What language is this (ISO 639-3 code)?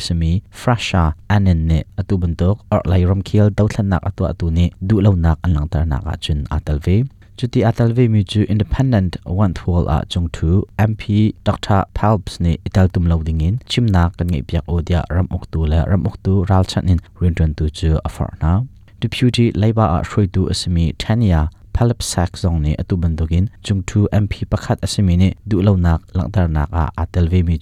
cnh